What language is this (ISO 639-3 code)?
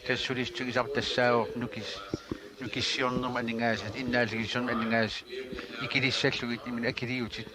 kal